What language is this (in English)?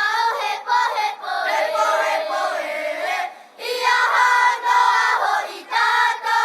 Tahitian